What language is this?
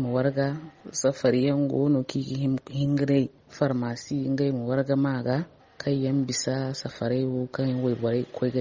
Zarma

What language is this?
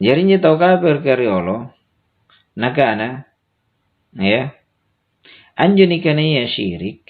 Makasar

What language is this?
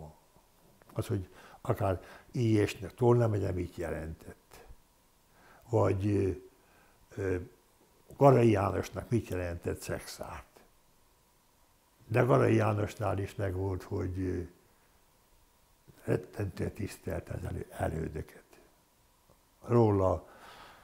Hungarian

